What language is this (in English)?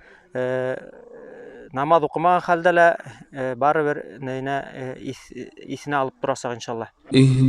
Bashkir